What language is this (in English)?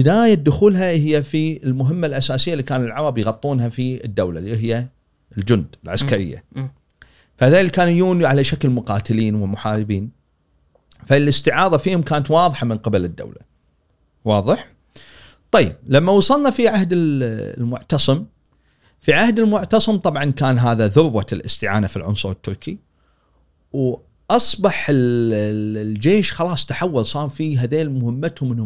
Gulf Arabic